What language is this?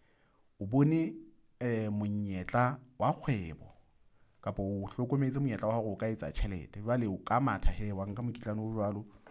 Southern Sotho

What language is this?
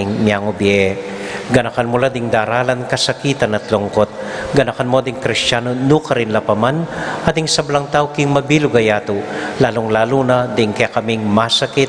Pampanga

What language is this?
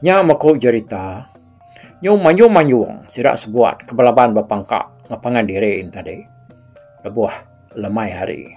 Iban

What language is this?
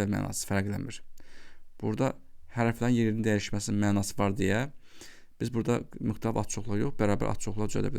Azerbaijani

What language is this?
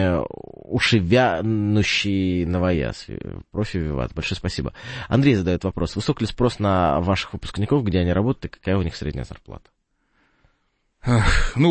Russian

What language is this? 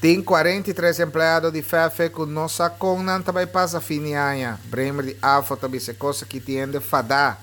Papiamento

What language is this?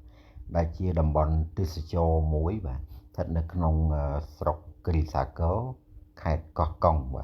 Khmer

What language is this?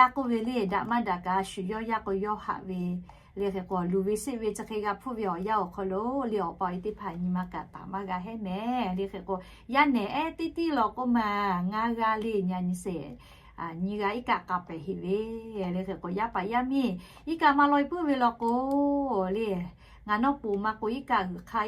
Lahu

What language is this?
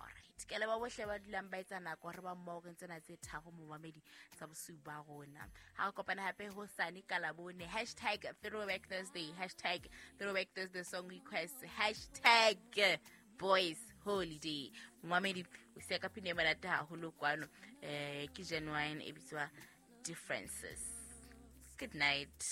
Southern Sotho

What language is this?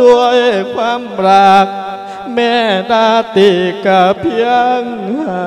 Lao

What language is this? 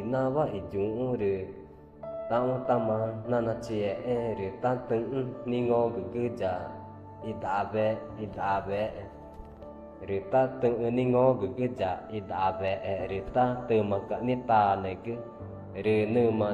Ticuna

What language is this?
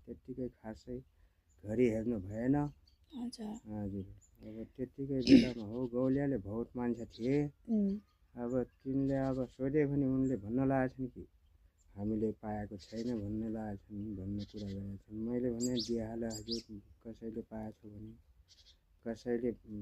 Nepali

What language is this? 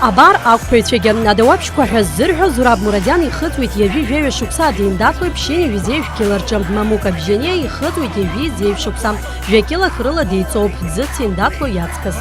Abkhazian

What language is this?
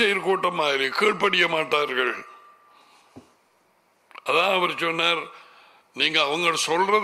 Tamil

